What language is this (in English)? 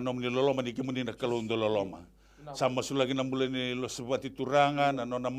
Fijian